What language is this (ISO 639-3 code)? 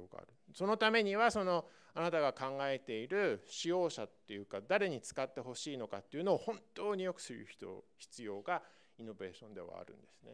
jpn